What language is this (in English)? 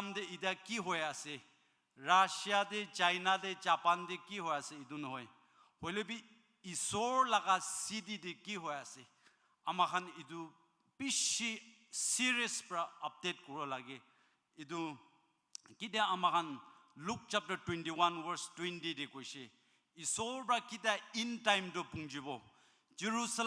Naga Pidgin